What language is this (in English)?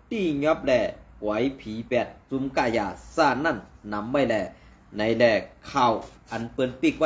Shan